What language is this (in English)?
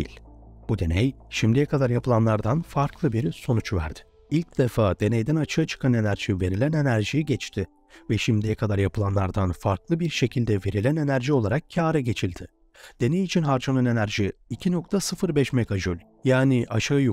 Turkish